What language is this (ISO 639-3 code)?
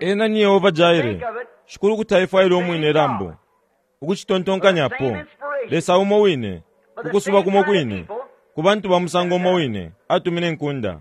bem